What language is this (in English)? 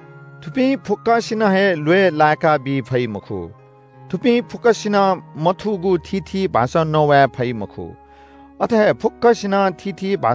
Newari